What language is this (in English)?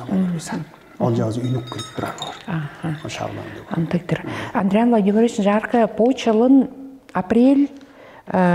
Tuvinian